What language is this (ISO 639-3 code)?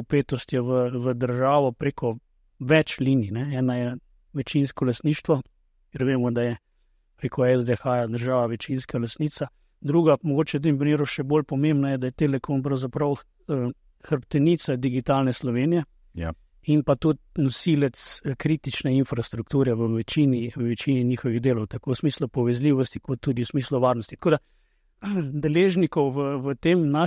slv